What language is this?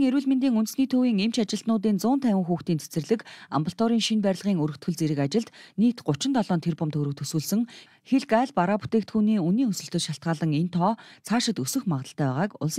Mongolian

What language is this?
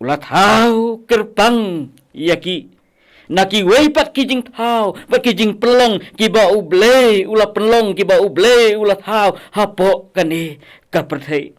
Khasi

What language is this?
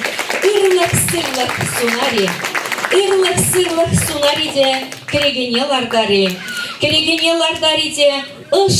Chuvash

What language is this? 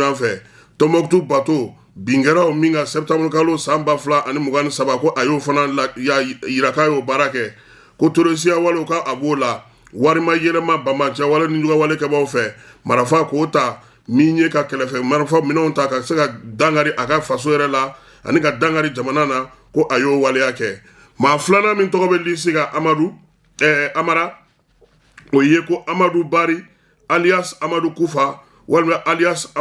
Bambara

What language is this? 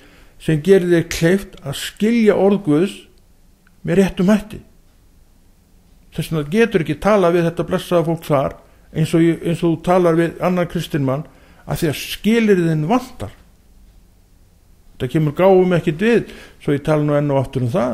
Icelandic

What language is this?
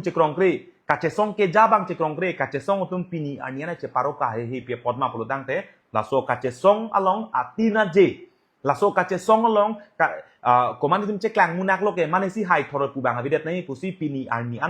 Karbi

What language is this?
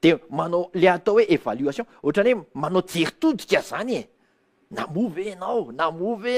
Malagasy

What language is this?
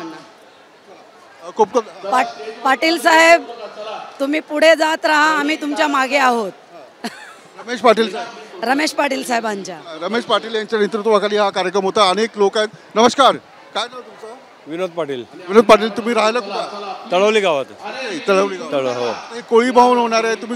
Marathi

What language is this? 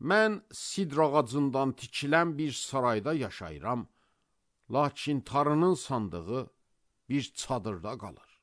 Azerbaijani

